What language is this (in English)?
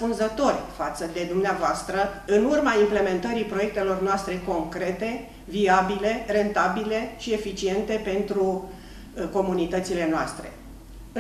Romanian